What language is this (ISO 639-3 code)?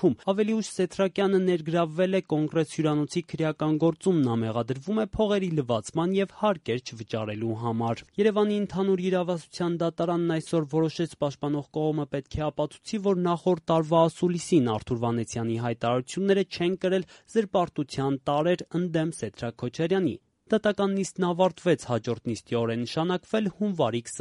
hye